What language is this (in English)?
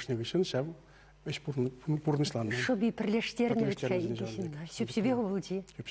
Chuvash